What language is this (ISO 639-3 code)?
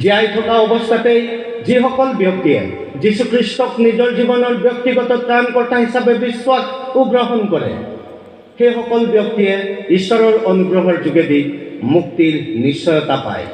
asm